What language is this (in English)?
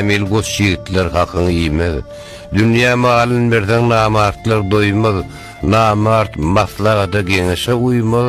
Turkmen